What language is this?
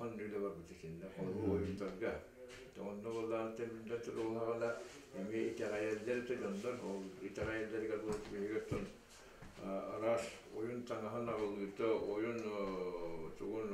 Yakut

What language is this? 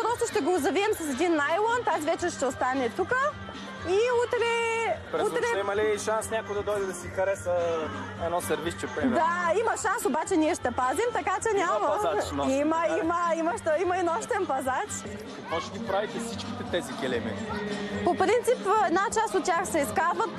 Bulgarian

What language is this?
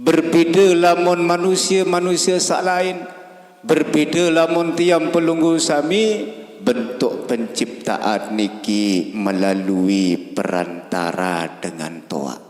Sasak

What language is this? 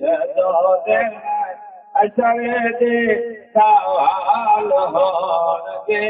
Saraiki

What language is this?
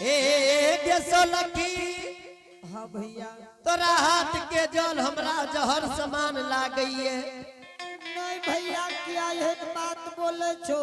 Angika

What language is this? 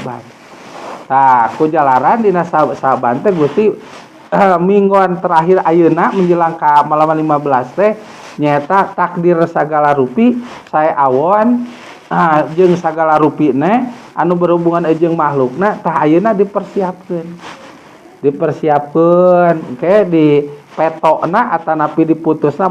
Sundanese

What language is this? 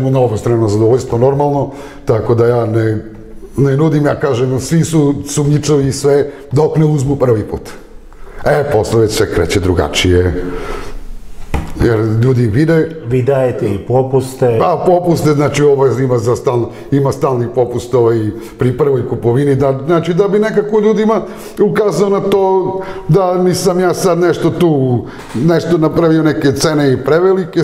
Serbian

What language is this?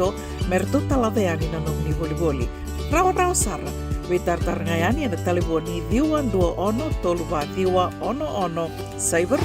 Fijian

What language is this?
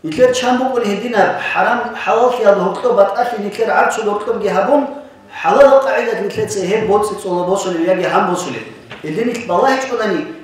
Avaric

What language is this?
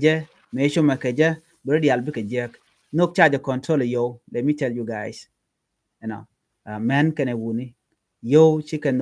Nuer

